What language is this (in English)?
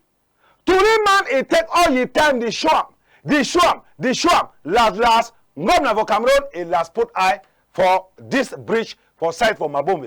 Cameroon Pidgin